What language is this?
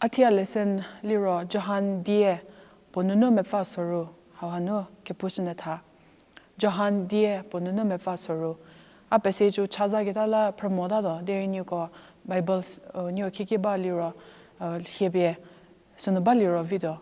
Angami Naga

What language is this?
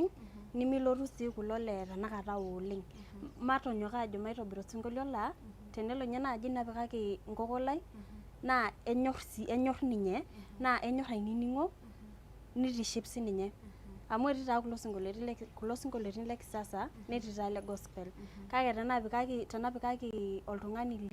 Masai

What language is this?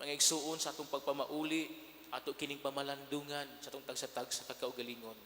Cebuano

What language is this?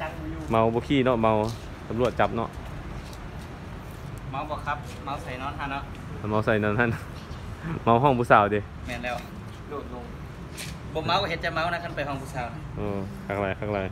Lao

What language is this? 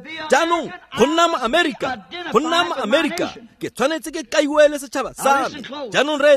Tswana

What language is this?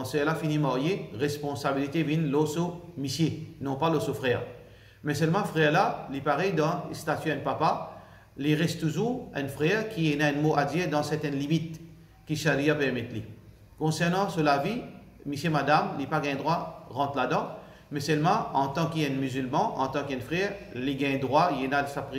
Morisyen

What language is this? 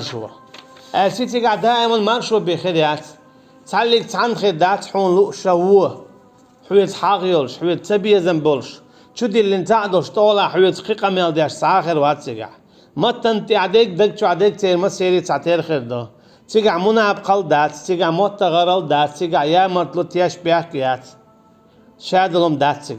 Chechen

